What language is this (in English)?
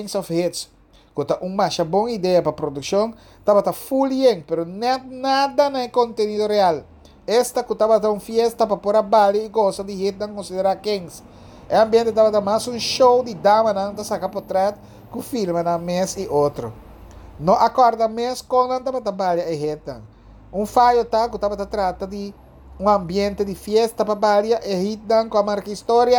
Papiamento